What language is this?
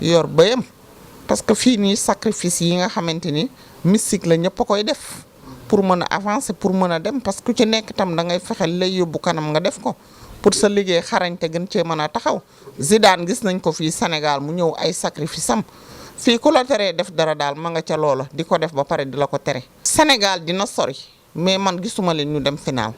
Wolof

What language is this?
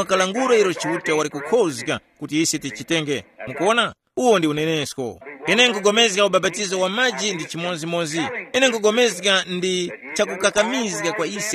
Tumbuka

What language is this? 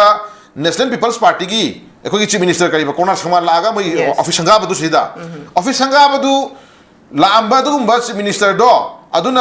Manipuri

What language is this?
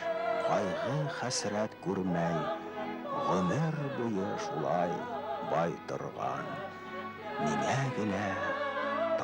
Bashkir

